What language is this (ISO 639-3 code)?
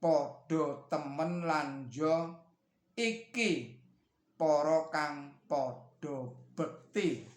jav